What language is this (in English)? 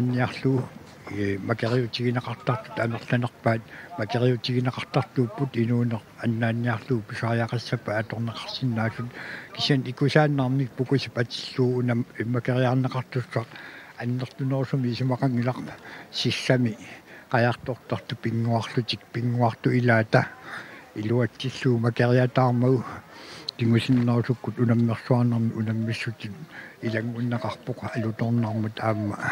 Kalaallisut